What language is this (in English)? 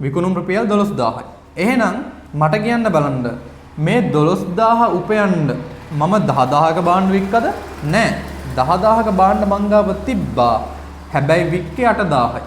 Sinhala